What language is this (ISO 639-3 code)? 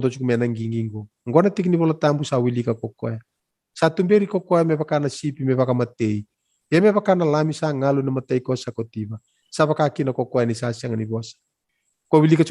fij